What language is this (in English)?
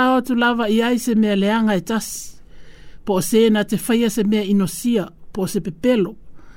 Samoan